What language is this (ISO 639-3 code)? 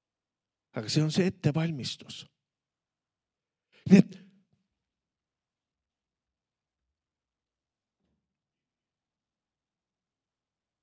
est